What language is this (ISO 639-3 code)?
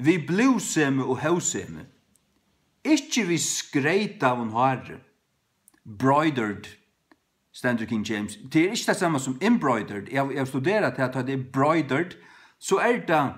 fao